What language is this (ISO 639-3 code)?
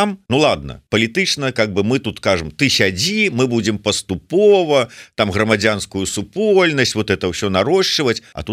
bel